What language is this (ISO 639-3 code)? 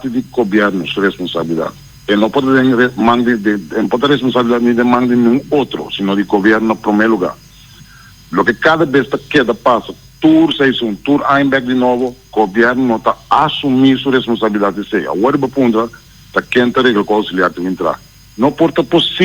pap